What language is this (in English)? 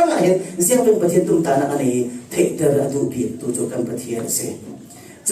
Falam Chin